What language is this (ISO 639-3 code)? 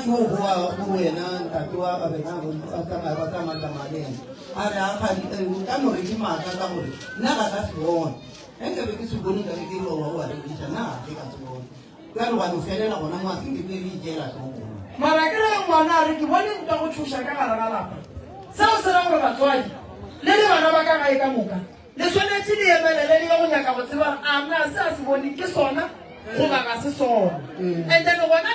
nso